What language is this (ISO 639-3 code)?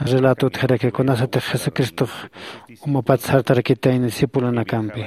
aym